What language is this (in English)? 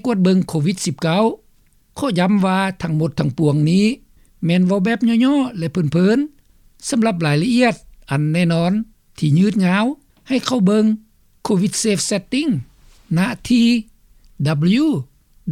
Lao